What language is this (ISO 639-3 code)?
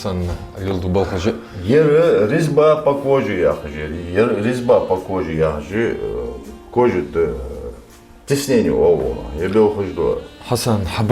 inh